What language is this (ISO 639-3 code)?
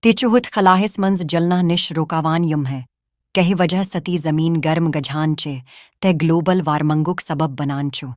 kas